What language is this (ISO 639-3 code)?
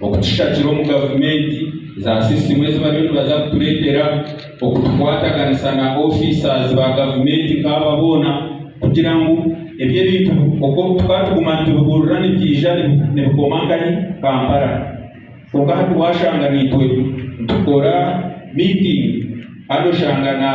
nyn